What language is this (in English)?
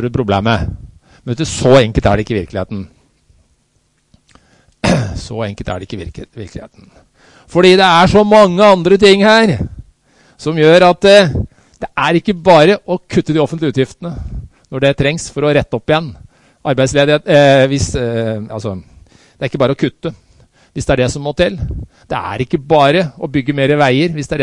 Norwegian